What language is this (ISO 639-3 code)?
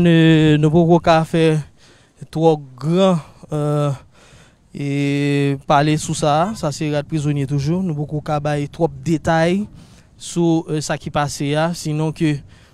hat